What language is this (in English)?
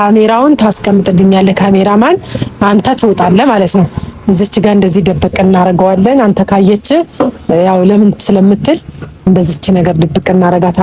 Amharic